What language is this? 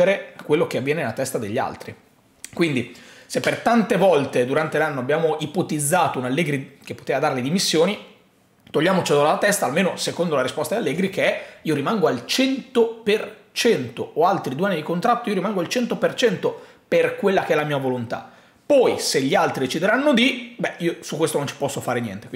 Italian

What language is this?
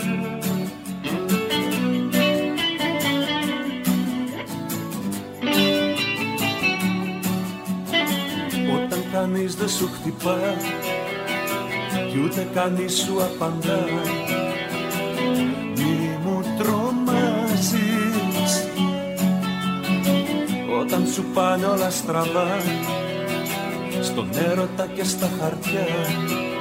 Greek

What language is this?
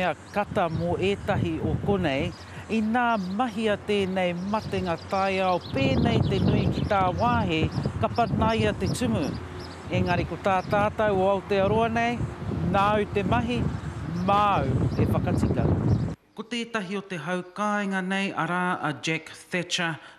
Māori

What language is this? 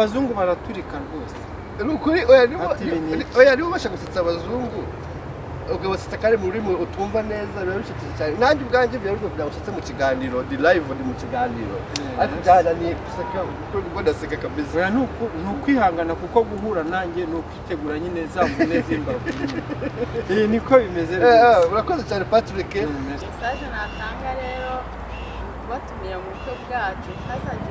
Kinyarwanda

